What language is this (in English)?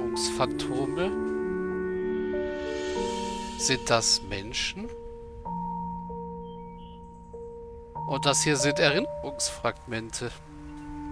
German